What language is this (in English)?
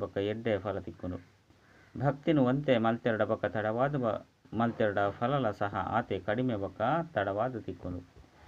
Tulu